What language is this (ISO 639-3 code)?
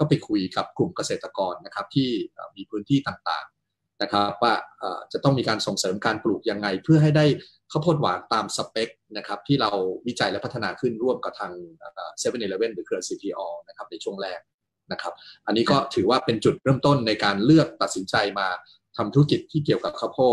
tha